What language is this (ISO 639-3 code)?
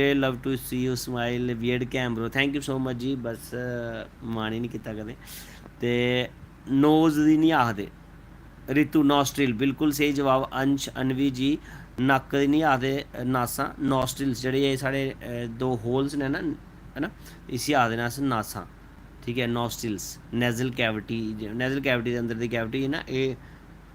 doi